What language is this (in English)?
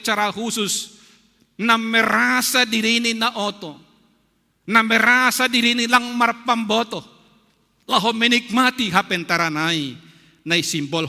Batak Simalungun